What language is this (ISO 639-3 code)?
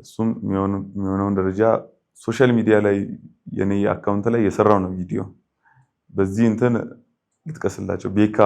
amh